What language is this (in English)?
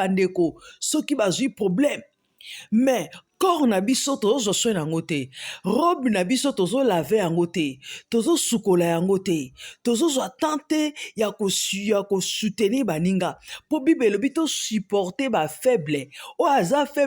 Lingala